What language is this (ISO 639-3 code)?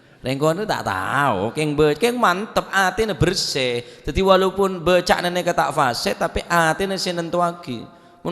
mad